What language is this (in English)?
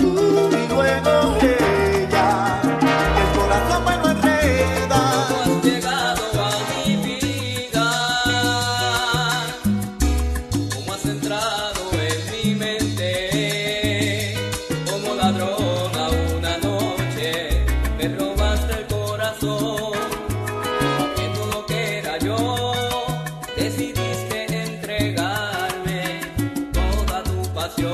Spanish